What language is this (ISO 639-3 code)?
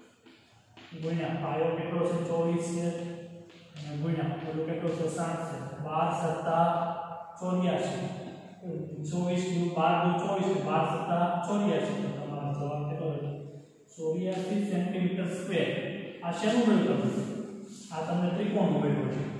guj